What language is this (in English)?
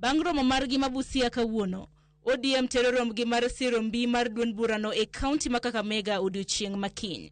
Luo (Kenya and Tanzania)